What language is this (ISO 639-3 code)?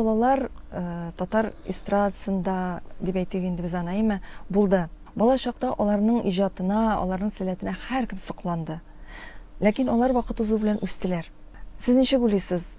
tat